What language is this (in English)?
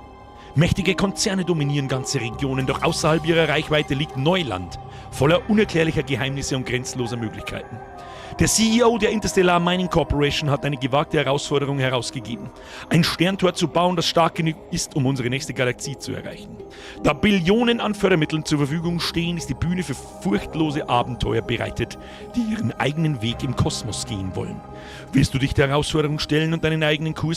Bavarian